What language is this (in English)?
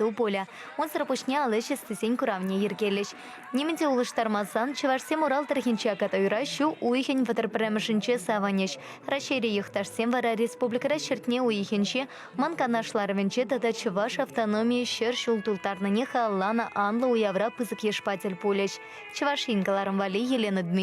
Chuvash